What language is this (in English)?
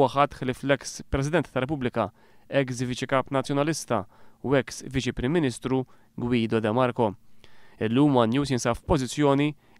Maltese